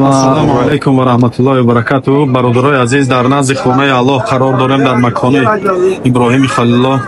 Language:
Tajik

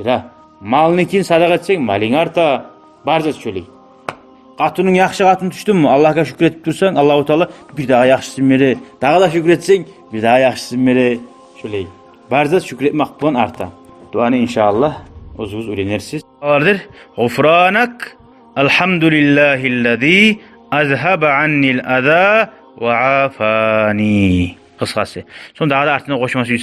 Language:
Kumyk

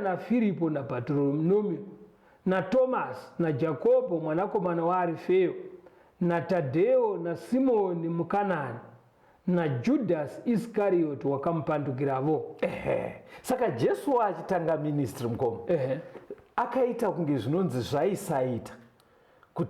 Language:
Shona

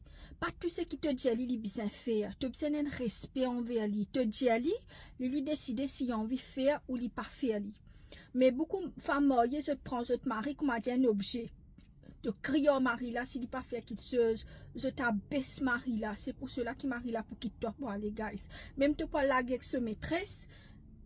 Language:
Morisyen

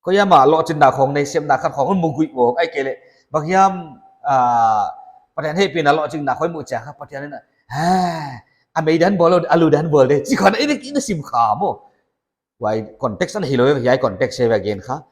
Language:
Paite Chin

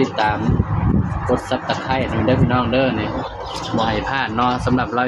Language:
Northeastern Thai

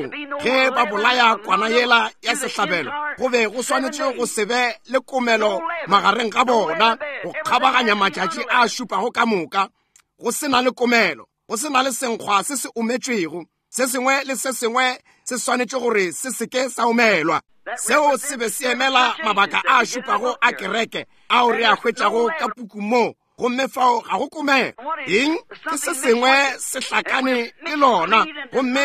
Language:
Northern Sotho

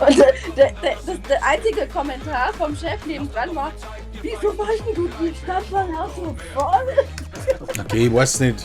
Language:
Bavarian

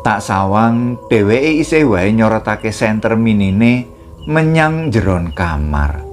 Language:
Javanese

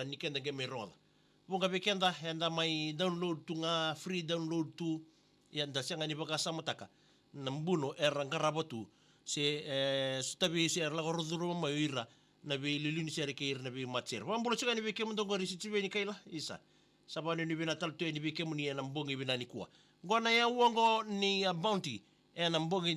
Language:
Fijian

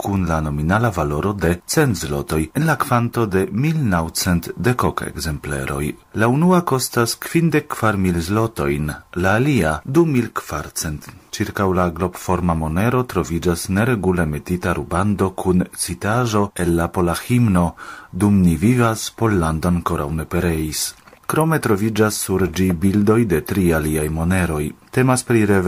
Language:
Esperanto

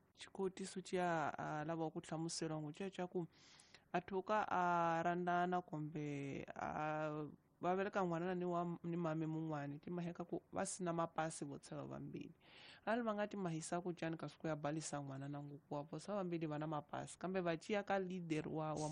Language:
Tsonga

